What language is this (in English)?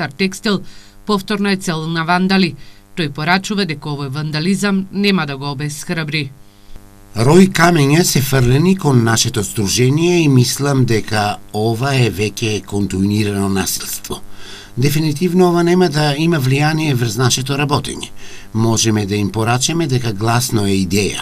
Macedonian